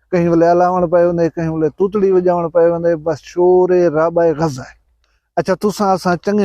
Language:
Saraiki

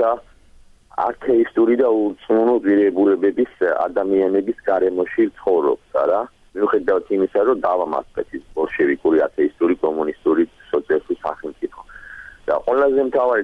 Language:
Georgian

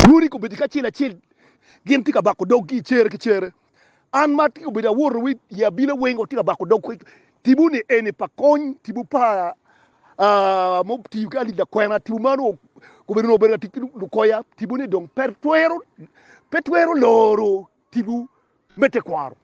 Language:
Acoli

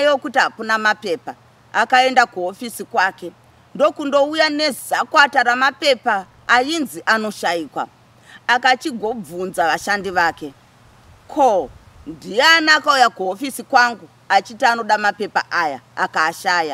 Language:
Shona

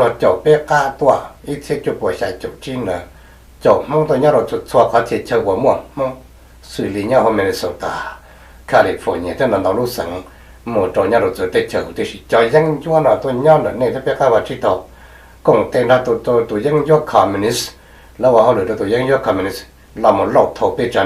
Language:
Hmong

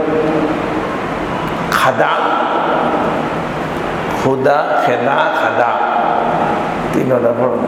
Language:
Bangla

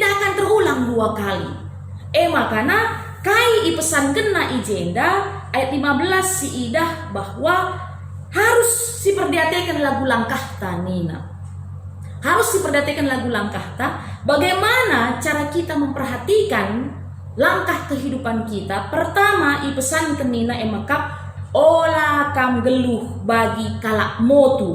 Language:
Batak Karo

